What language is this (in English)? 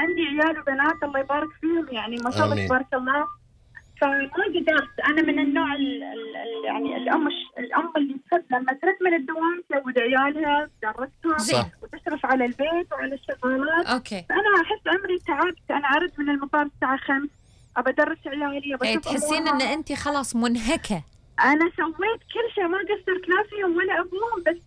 Gulf Arabic